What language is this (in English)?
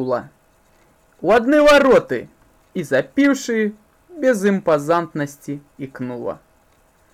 Belarusian